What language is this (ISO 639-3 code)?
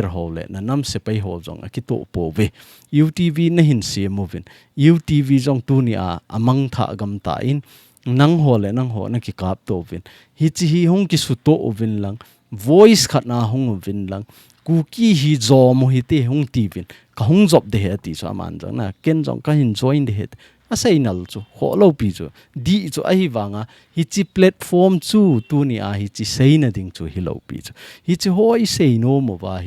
tcz